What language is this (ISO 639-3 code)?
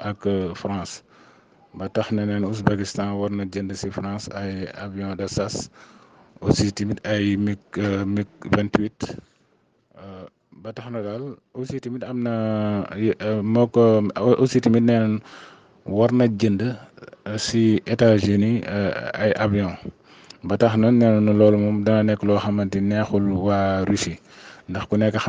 wol